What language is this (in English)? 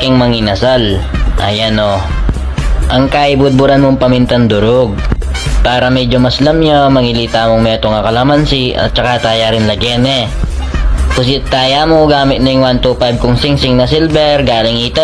Pampanga